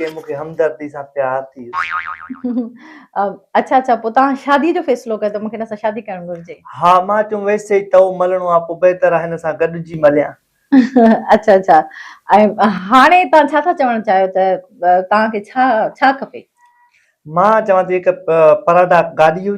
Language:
Sindhi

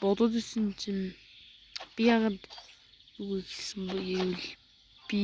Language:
Mongolian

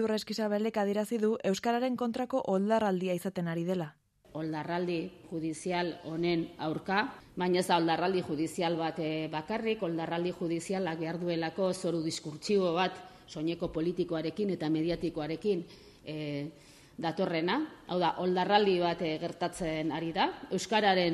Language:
Basque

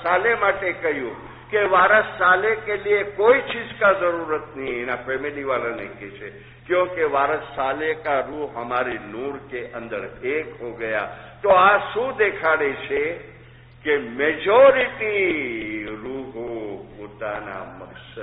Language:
Gujarati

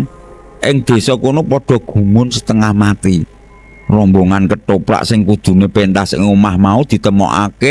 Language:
Javanese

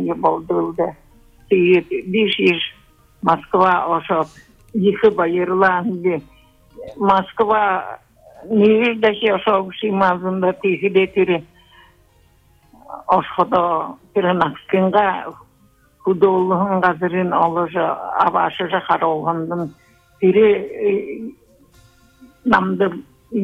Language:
Buriat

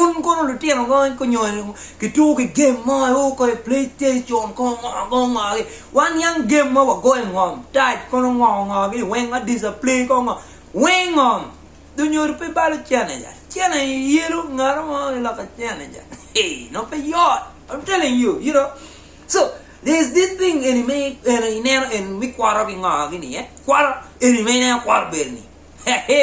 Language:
Acoli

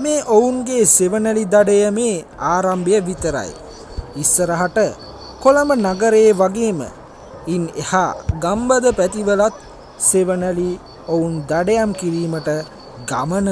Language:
Sinhala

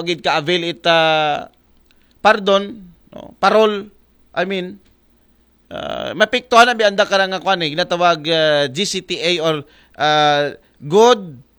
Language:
Aklanon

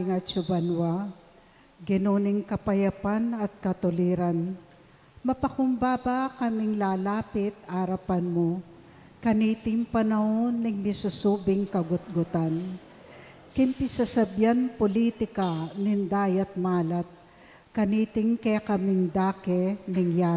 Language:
Pampanga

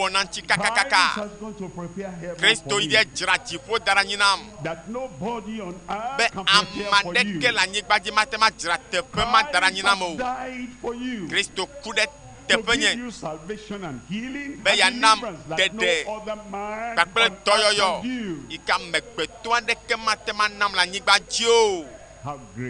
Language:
Ewe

